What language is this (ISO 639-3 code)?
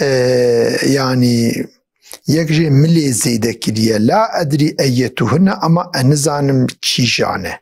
kur